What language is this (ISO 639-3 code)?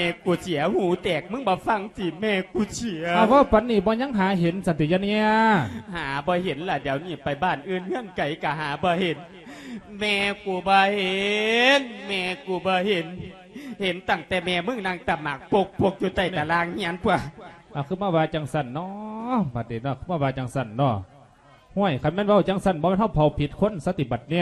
lao